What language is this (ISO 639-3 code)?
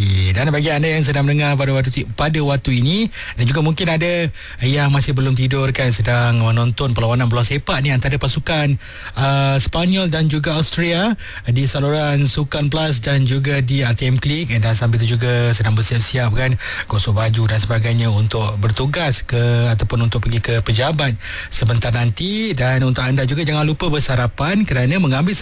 msa